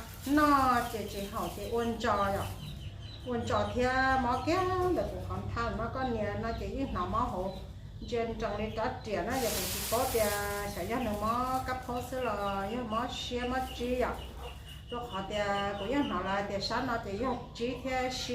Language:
Hmong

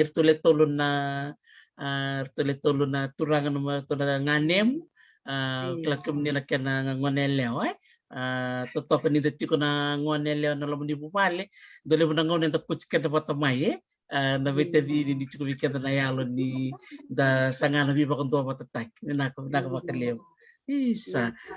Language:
Fijian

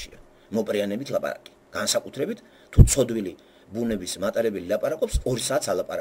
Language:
Georgian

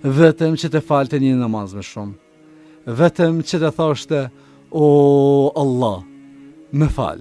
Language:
Albanian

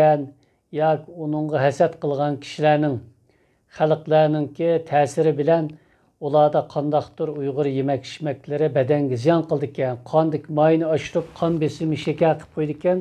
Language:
Uyghur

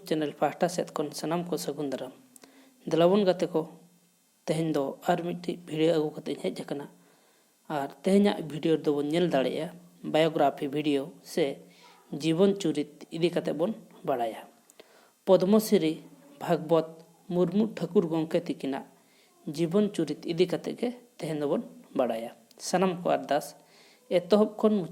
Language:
Santali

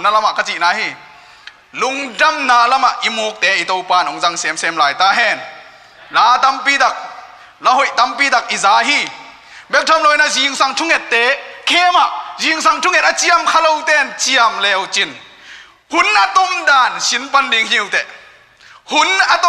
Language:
Tedim Chin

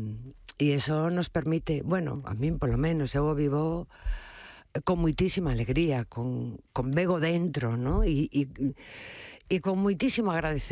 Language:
Galician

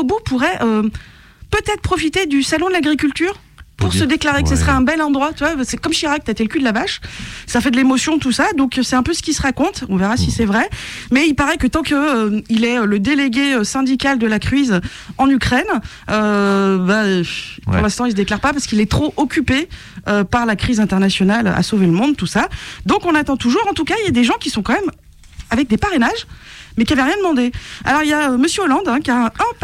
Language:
French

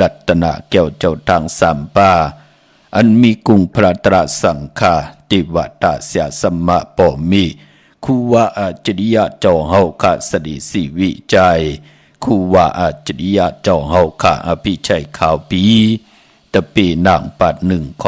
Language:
Shan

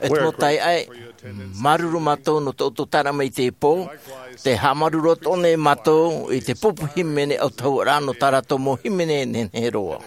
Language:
Tahitian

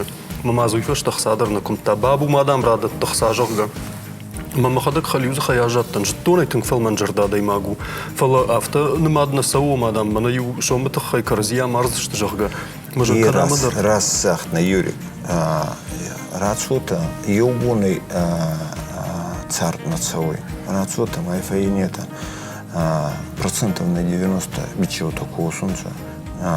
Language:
Ossetic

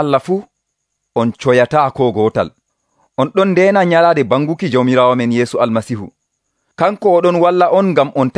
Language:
Nigerian Fulfulde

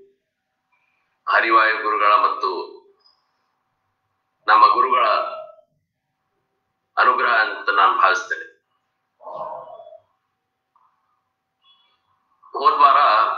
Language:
Kannada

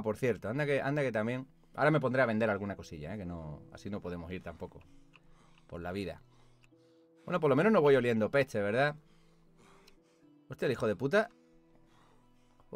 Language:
Spanish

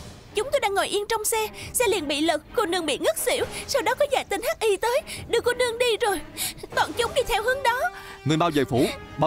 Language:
Vietnamese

